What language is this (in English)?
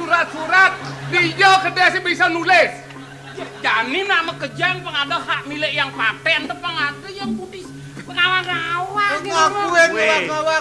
Balinese